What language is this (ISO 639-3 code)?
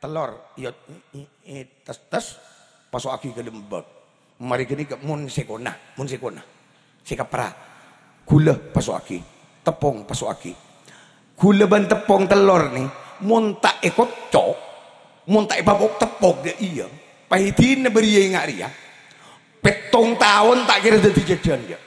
mad